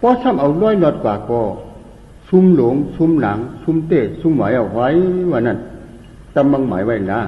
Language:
Shan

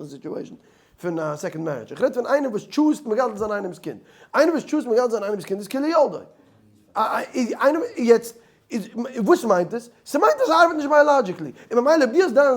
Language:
Yiddish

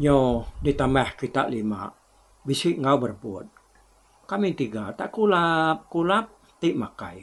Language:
Iban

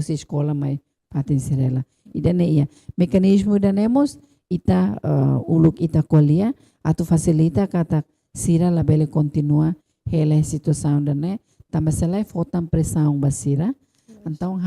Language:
Tetum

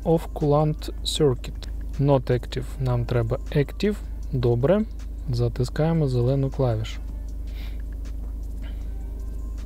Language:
Ukrainian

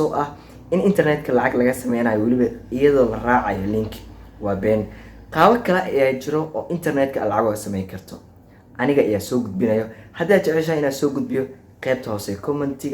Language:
Somali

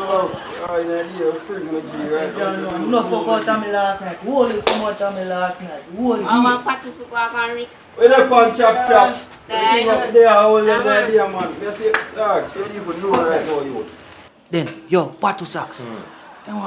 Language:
Jamaican Creole English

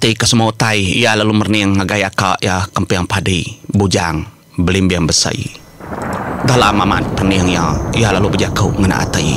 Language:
Iban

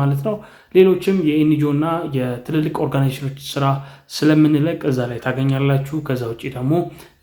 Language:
Amharic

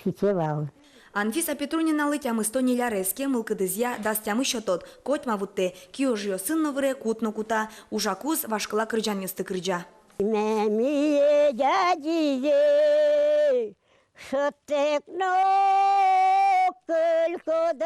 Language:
Udmurt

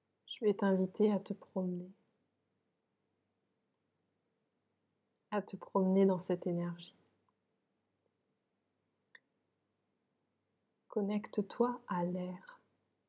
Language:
French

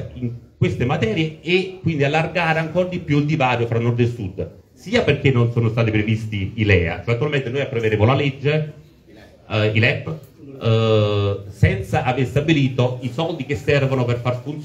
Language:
Italian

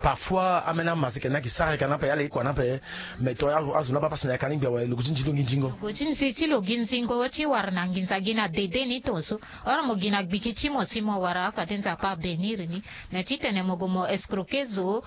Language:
Sango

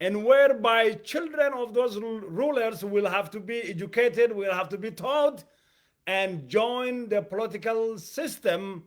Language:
English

